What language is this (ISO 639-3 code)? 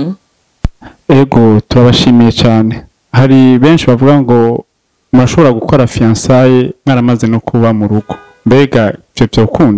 run